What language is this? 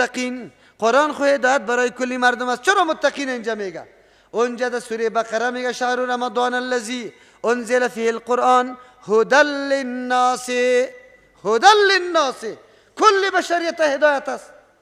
Persian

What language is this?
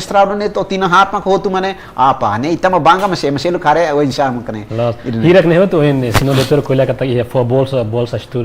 Tetum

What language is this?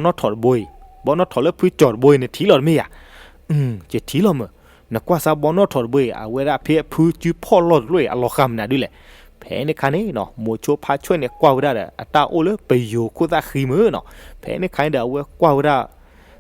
S'gaw Karen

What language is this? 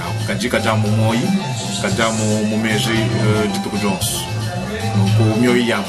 Luba-Lulua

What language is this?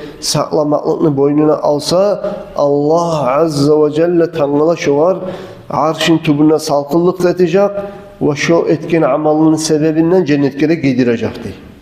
Kumyk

